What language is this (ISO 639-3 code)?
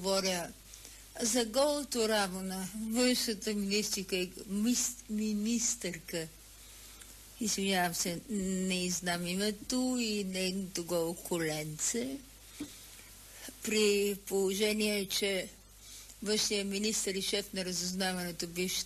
bul